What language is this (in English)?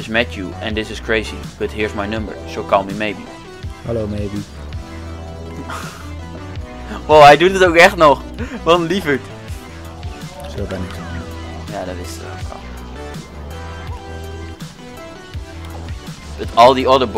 Dutch